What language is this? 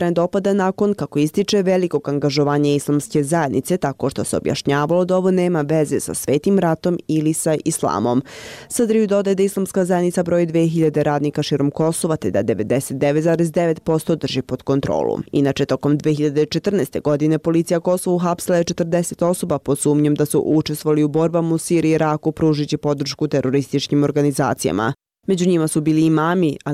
Bosnian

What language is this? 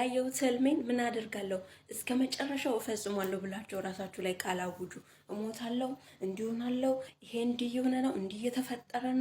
Amharic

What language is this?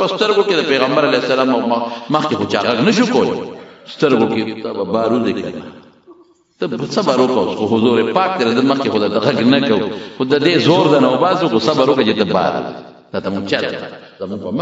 Pashto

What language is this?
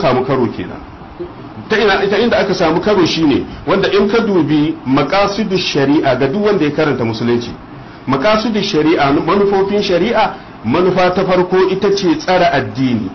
Hausa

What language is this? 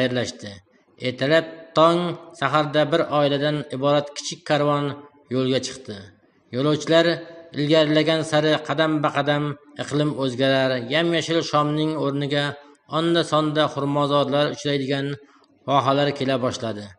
Uzbek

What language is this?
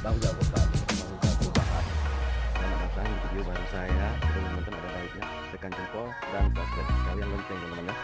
Achinese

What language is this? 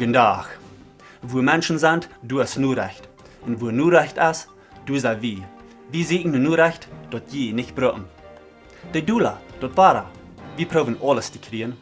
Plautdietsch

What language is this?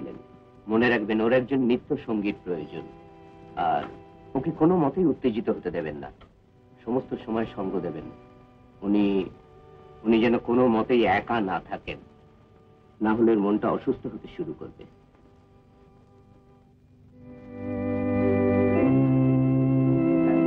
Bangla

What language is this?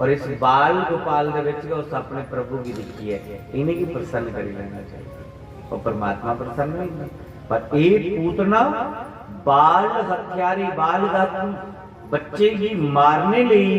Dogri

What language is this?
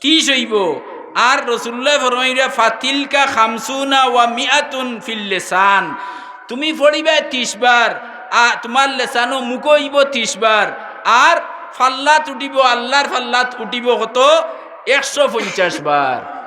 Sylheti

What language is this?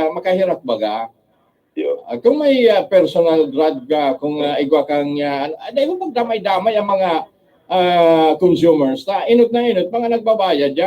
Bikol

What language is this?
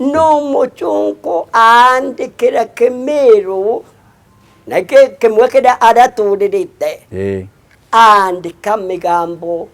Meru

